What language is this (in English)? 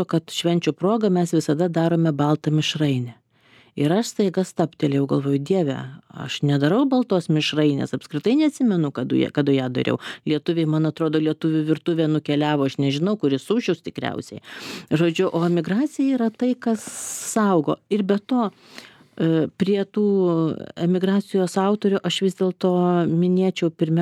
Lithuanian